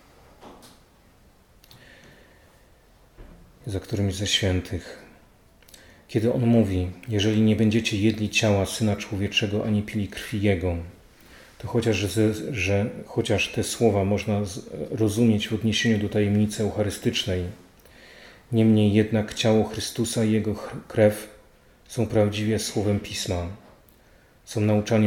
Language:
Polish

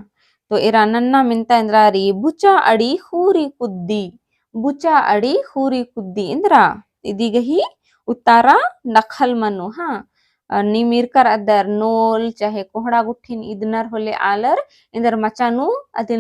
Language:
Kurukh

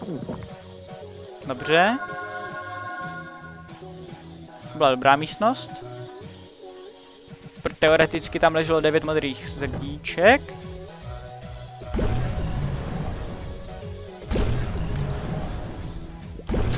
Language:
Czech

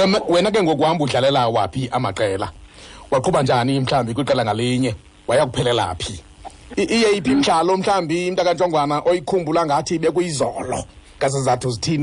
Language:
Xhosa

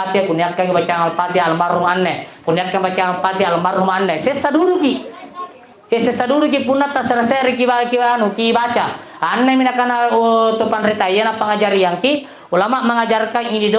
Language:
Makasar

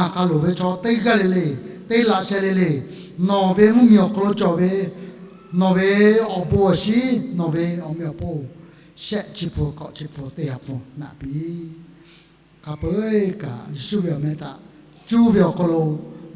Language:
Lahu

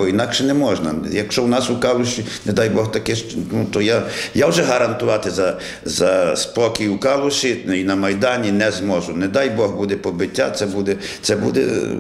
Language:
Ukrainian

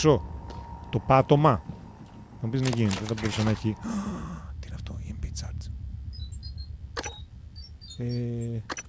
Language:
Greek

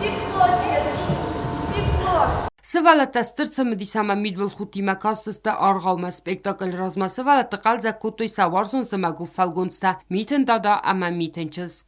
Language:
Ossetic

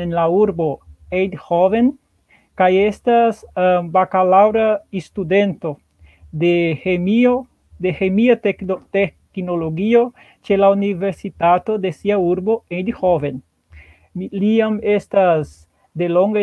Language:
Esperanto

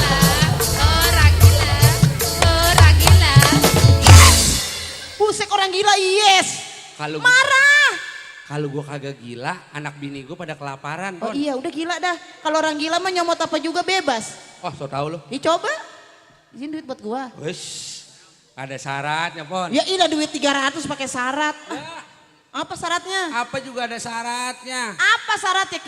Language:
Betawi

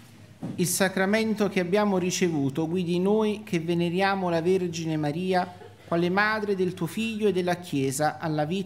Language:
Italian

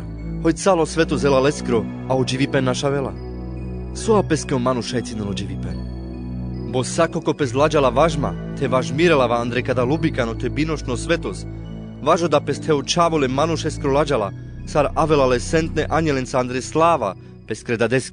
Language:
Carpathian Romani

